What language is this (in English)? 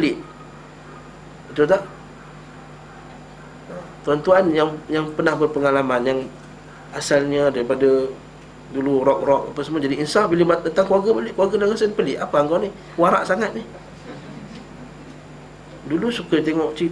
Malay